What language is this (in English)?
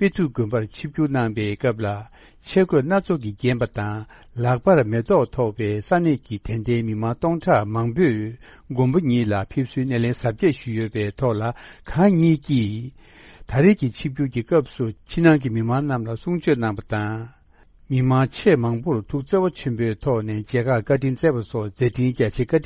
Tibetan